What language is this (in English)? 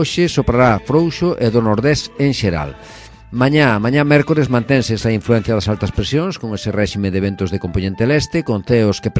Galician